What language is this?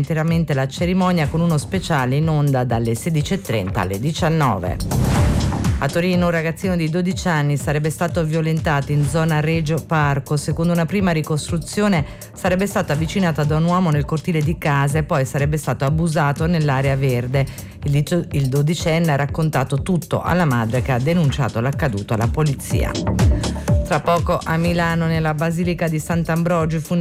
Italian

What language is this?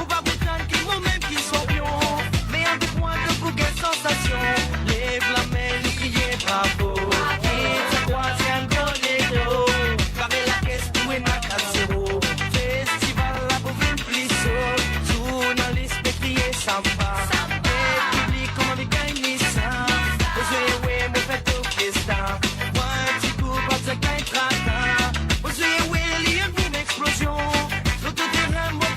Morisyen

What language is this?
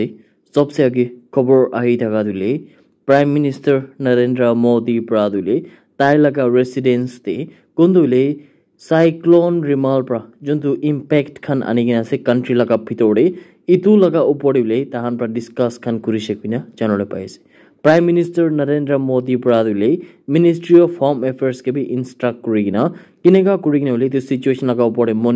Naga Pidgin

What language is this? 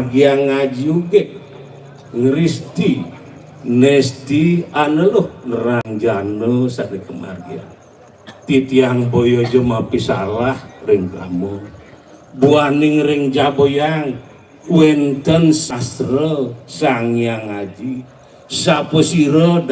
Balinese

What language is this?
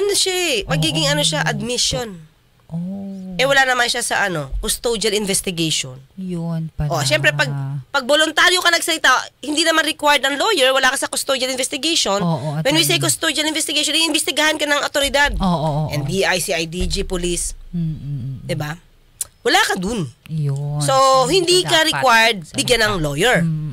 Filipino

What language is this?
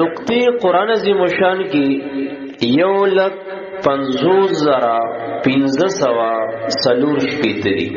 Pashto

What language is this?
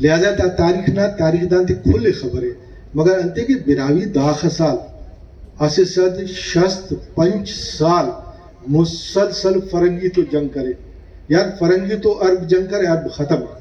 Brahui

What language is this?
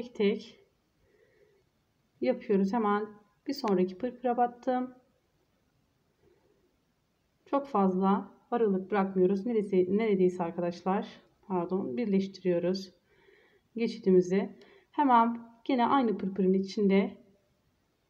Turkish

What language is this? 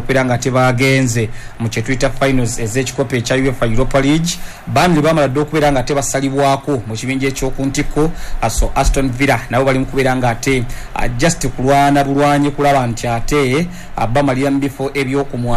Ganda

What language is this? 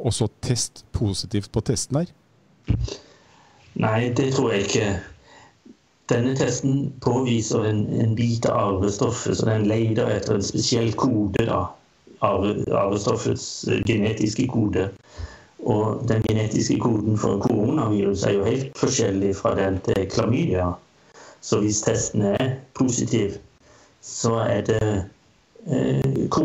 Norwegian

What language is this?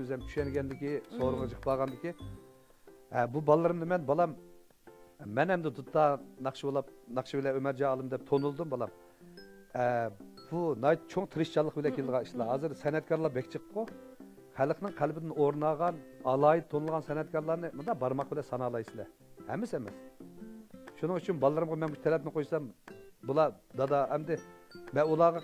Uyghur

